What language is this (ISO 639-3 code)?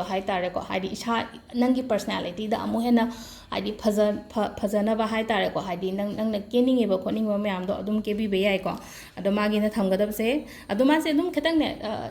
mni